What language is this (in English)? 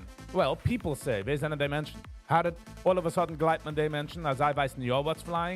Yiddish